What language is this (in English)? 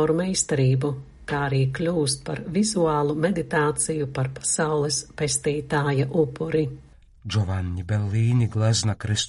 Latvian